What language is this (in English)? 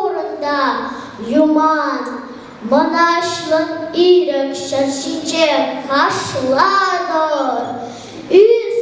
Chuvash